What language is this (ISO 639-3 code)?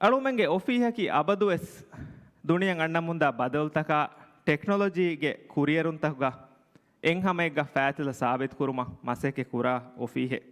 div